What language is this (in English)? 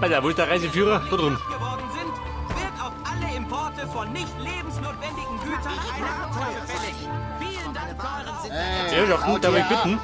Bavarian